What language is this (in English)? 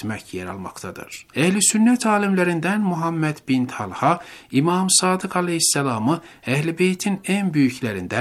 Turkish